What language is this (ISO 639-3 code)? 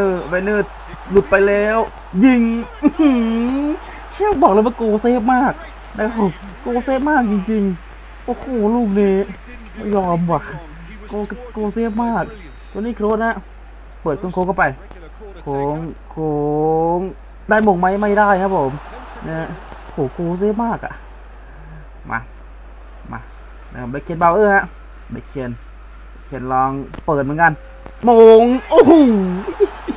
tha